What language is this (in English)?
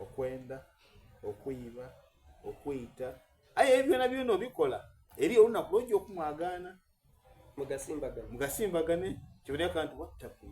Soga